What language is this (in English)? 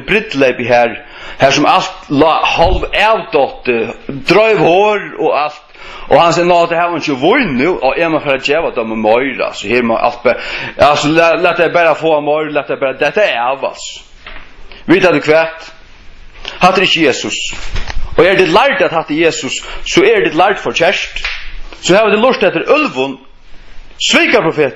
Faroese